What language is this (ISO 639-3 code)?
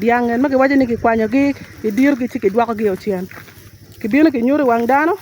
ach